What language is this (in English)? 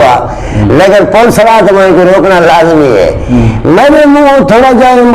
Saraiki